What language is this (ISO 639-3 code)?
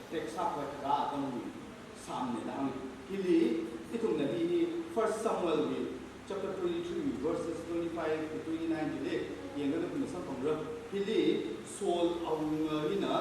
nmf